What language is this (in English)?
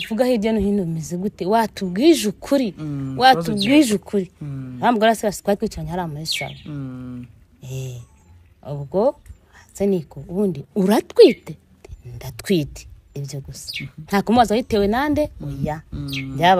Kinyarwanda